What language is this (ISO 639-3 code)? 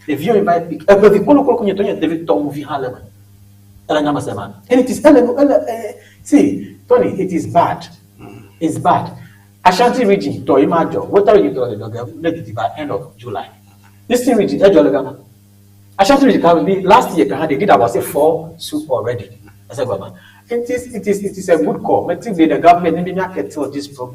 ewe